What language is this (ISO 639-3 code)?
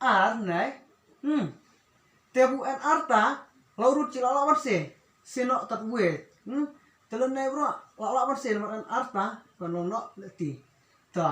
kha